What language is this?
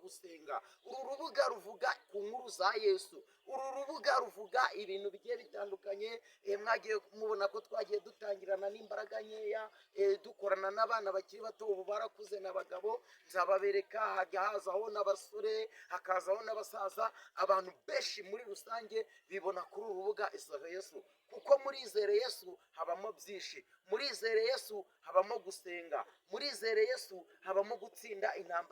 Kinyarwanda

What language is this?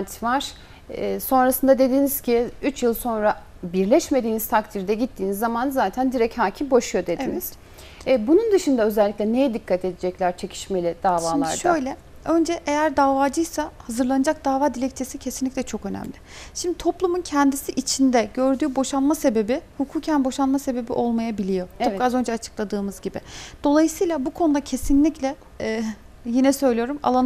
Turkish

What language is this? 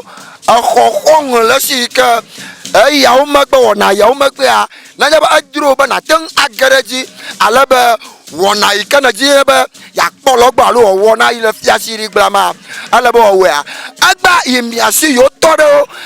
Ewe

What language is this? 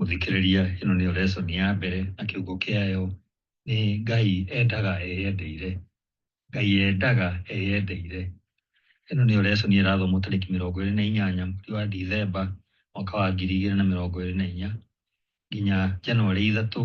Kikuyu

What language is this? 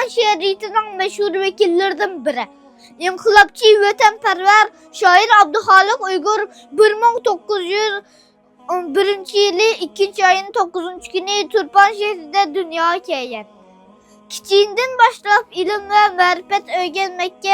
Uyghur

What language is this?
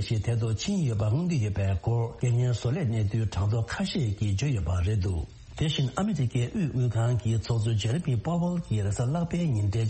Tibetan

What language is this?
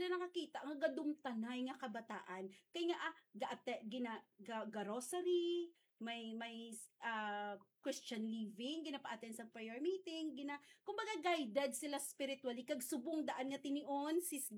Hiligaynon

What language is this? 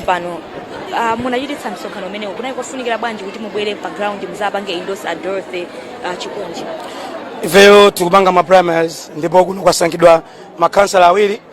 Nyanja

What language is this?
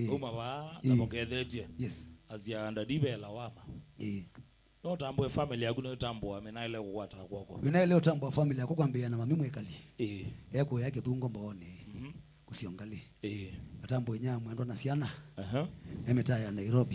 Kamba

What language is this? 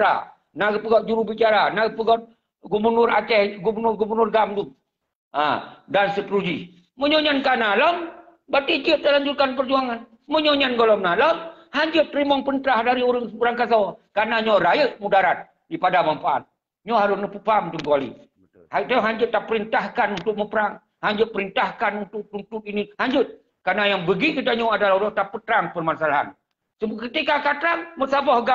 Achinese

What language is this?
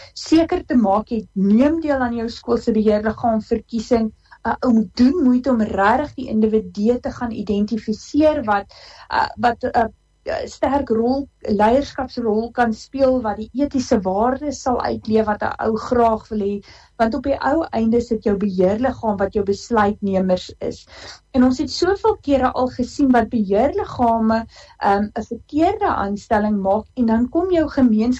Afrikaans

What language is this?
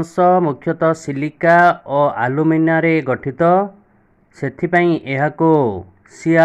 Odia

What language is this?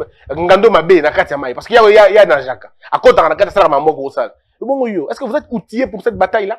French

